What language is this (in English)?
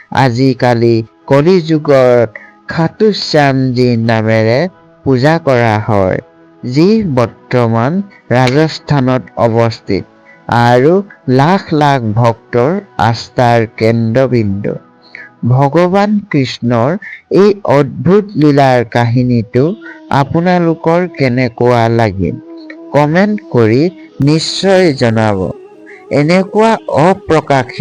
Assamese